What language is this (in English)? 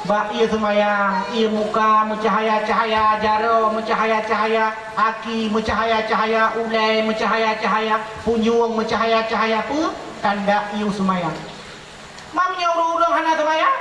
Achinese